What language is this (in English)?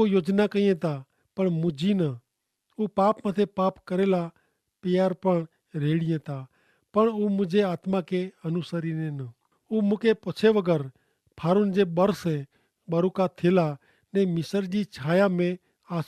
Kachhi